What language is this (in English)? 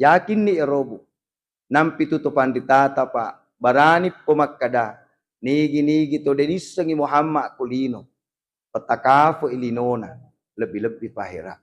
Buginese